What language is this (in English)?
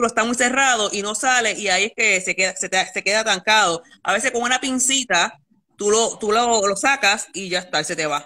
Spanish